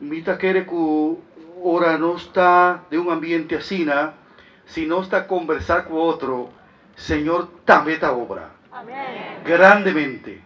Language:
Papiamento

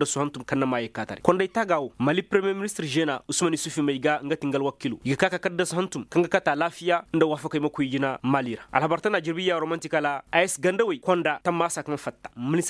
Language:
Koyraboro Senni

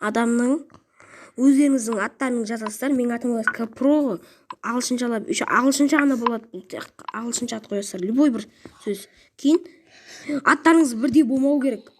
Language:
Kazakh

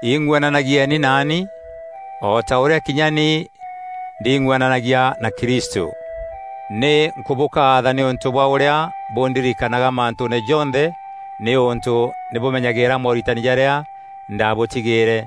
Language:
Meru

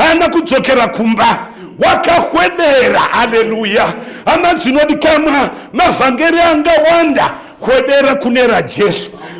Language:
Shona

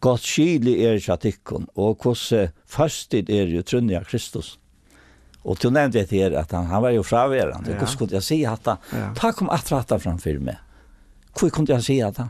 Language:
Faroese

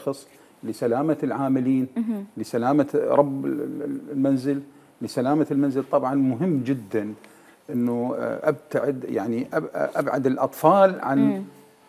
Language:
Mesopotamian Arabic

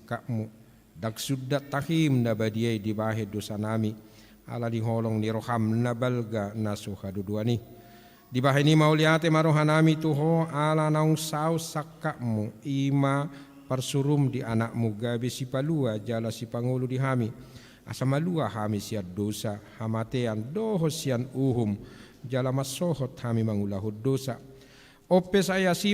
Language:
Batak Toba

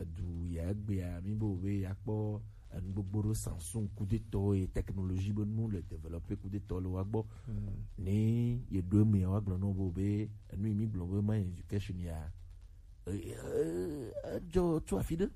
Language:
Gen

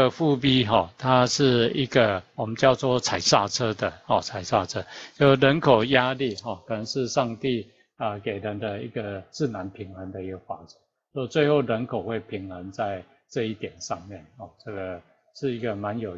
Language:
Chinese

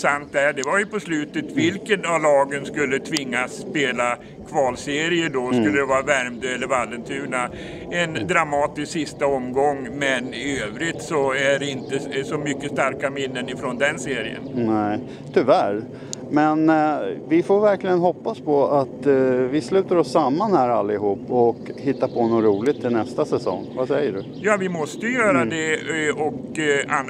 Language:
Swedish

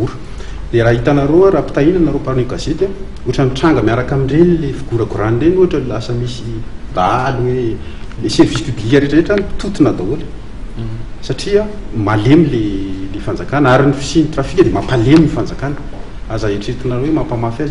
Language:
Malagasy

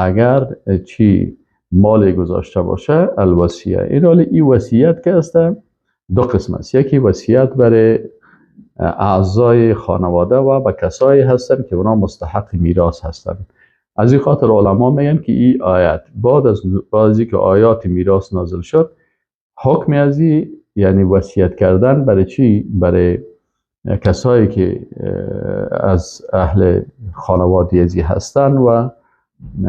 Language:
Persian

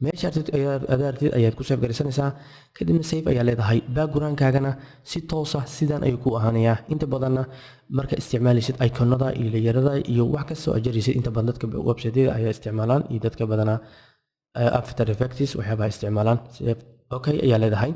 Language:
Somali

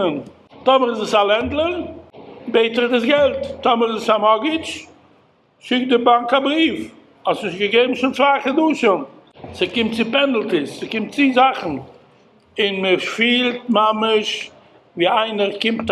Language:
Yiddish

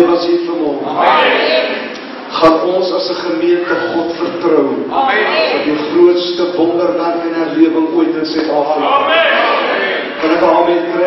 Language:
Afrikaans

